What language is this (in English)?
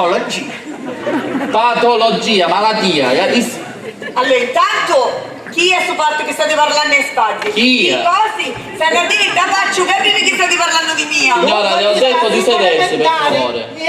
Sicilian